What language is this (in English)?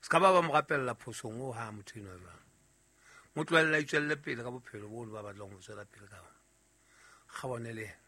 Southern Sotho